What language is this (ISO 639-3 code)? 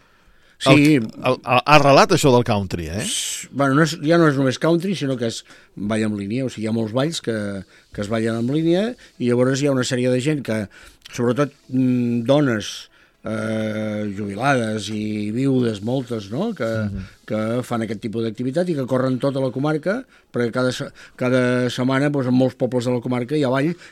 cat